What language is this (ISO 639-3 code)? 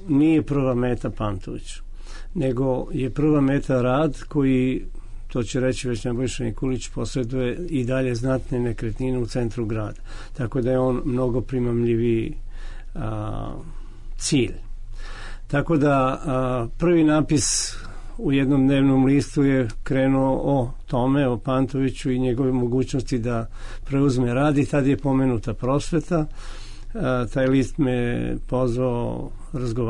srp